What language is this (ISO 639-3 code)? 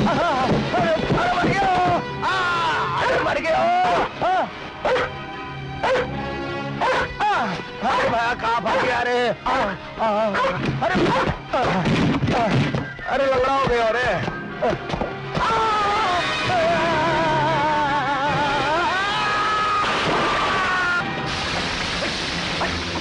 hin